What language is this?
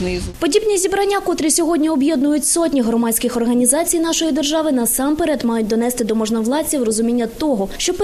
Ukrainian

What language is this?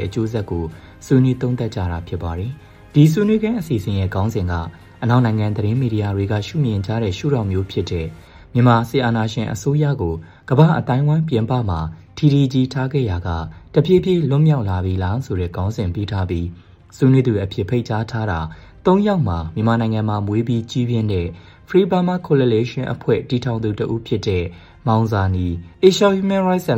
Burmese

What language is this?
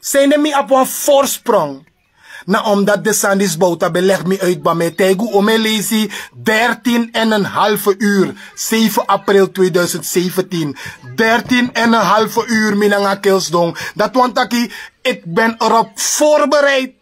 Sranan Tongo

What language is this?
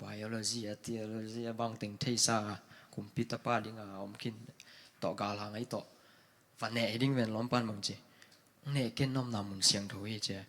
Tedim Chin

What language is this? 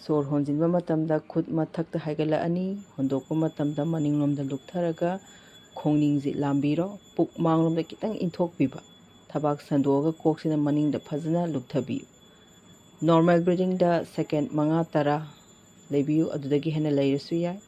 Manipuri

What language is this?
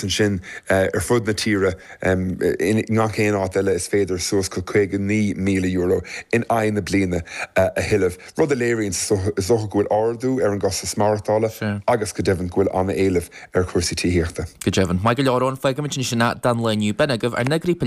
Irish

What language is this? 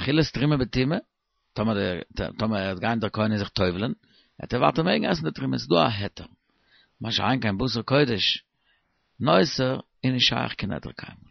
Yiddish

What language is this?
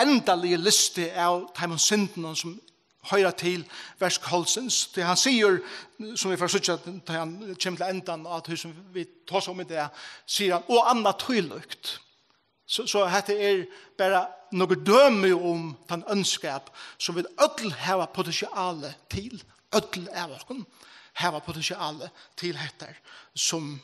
Faroese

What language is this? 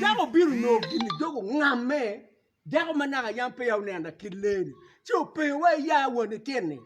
Acoli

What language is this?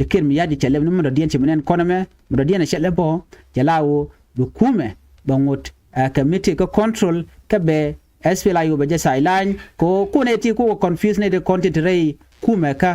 Nuer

